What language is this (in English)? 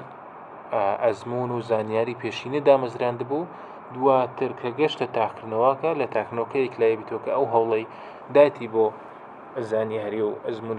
Central Kurdish